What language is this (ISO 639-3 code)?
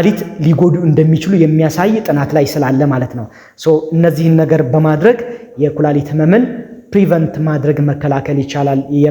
amh